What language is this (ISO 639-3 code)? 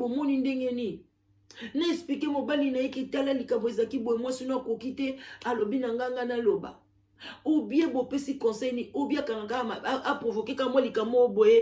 lin